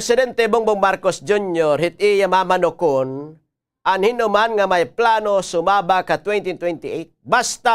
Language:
Waray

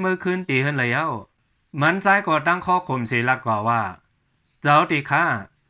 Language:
Shan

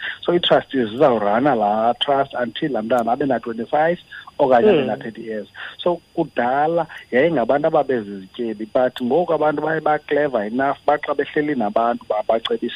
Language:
Xhosa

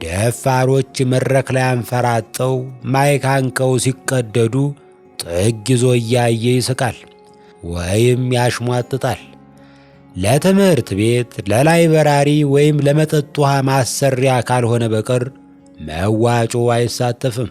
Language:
Amharic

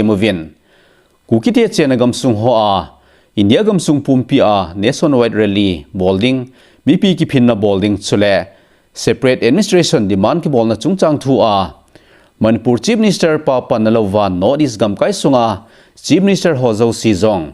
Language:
Thado Chin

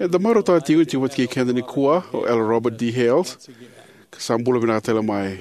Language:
Fijian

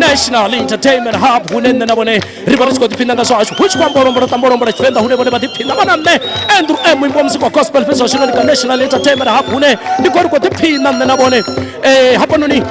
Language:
Venda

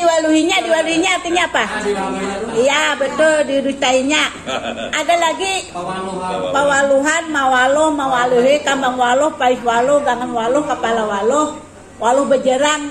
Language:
Banjar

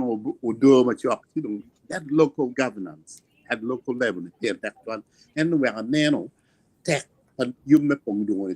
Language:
Acoli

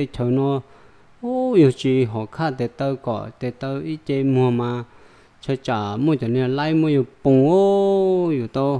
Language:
Hmong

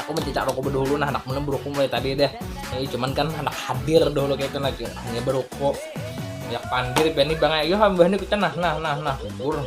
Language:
Banjar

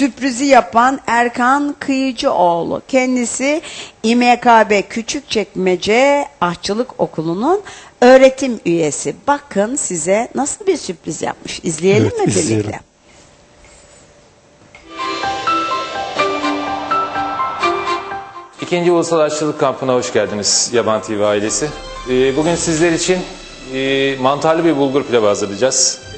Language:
Turkish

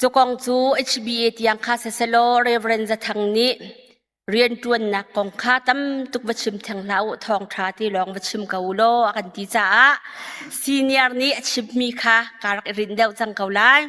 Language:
Hakha Chin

